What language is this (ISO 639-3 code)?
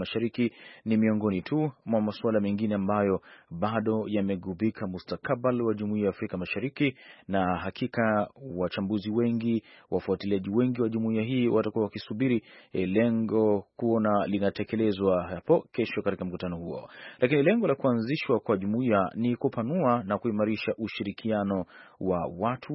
swa